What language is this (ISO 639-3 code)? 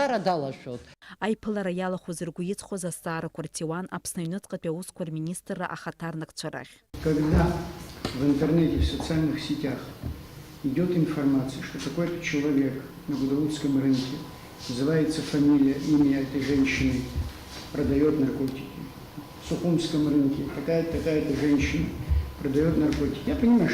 abk